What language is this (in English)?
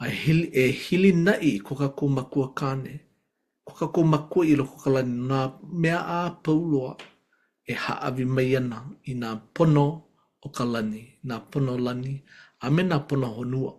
Hawaiian